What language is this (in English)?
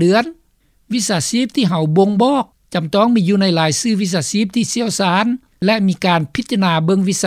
Lao